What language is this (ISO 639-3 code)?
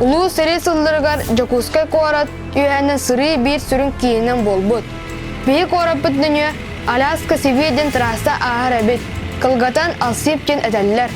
sah